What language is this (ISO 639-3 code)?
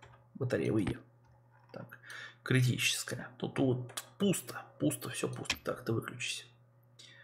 rus